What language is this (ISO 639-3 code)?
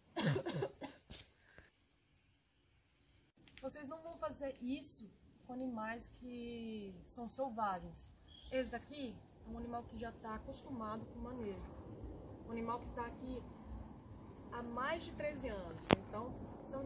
por